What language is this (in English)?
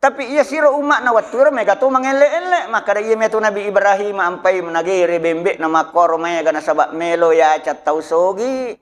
Buginese